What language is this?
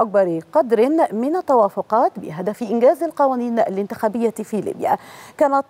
Arabic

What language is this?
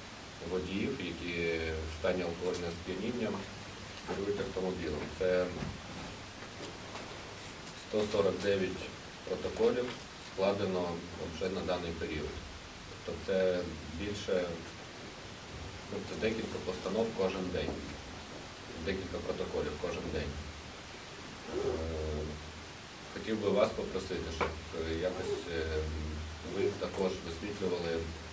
Ukrainian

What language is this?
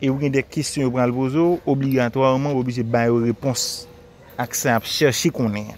Haitian Creole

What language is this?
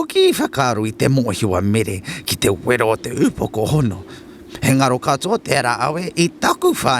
Māori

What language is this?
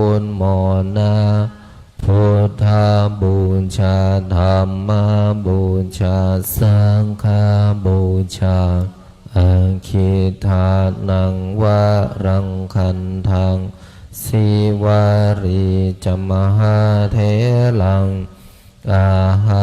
Pali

